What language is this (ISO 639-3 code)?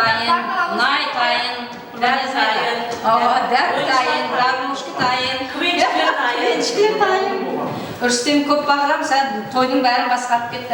kaa